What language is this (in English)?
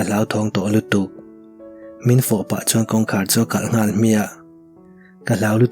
Mizo